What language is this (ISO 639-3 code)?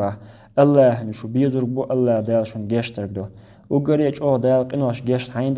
che